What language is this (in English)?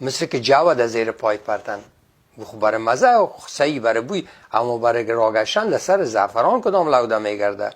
Persian